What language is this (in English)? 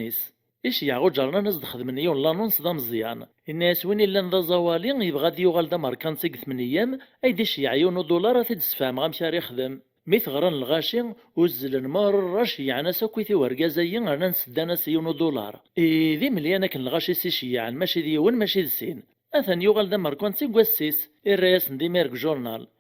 Kabyle